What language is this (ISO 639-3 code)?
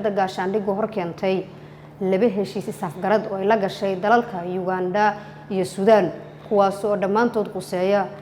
som